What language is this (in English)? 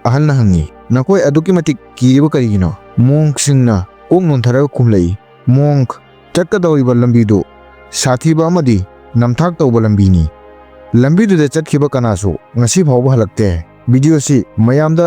Manipuri